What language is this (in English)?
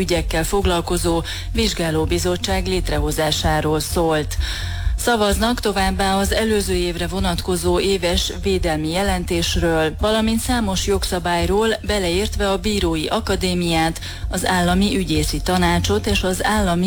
Hungarian